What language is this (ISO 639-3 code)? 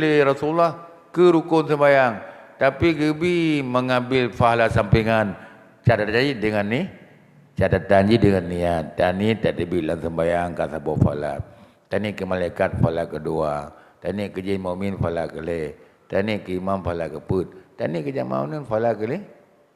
ace